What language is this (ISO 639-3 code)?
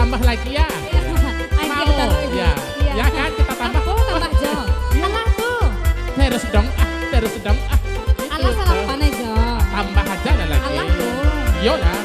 min